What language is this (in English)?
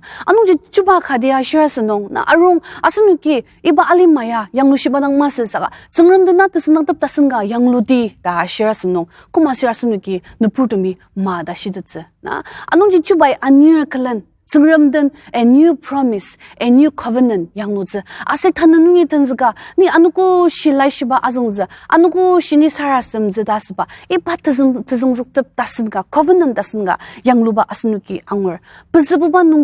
Ao Naga